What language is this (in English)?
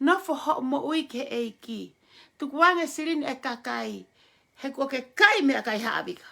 Tongan